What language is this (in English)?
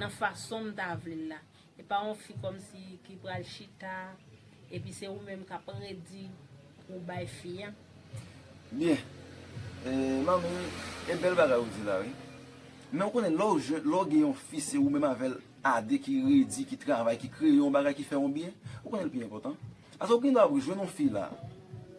Haitian Creole